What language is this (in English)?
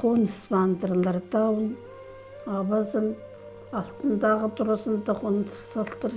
Khakas